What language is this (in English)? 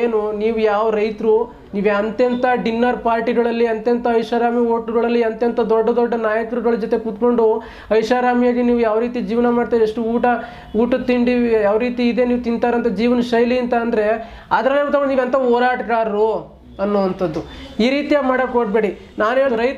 Kannada